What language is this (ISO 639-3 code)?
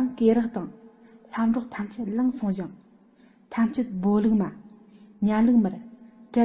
bod